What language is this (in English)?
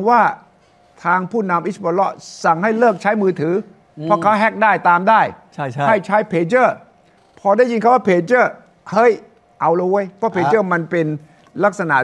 Thai